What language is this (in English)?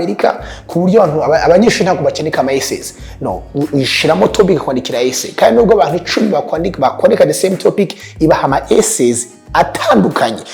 Kinyarwanda